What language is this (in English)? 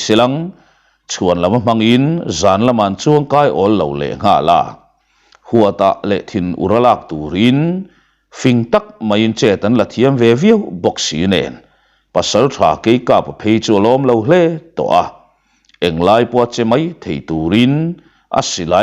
Mizo